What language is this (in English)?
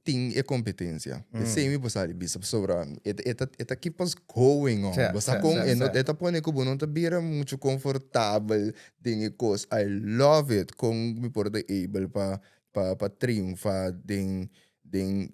Papiamento